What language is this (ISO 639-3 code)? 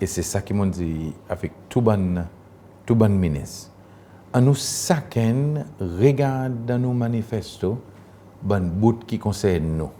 crs